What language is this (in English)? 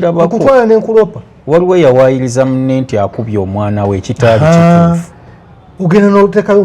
Ganda